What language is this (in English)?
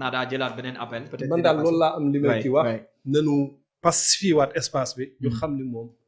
Wolof